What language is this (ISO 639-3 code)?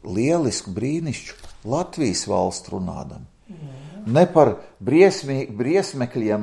lav